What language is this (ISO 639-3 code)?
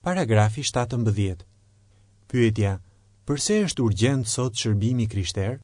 sqi